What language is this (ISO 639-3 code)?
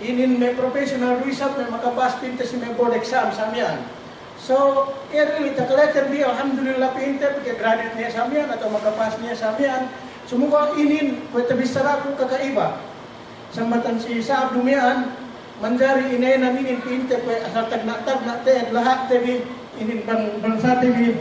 yka